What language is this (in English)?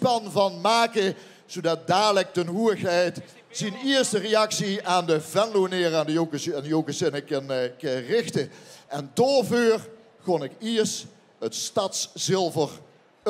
Limburgish